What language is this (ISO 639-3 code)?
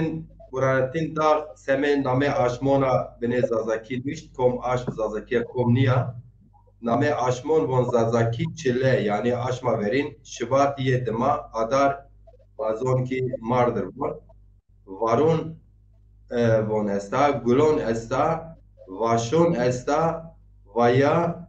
zza